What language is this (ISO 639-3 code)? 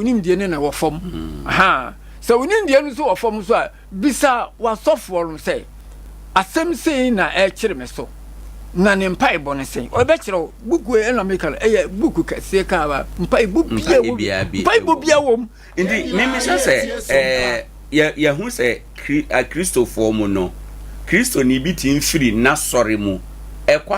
aka